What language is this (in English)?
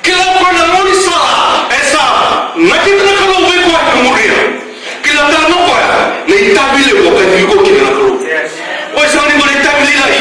Fijian